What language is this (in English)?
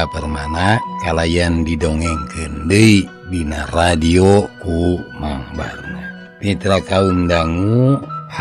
Sundanese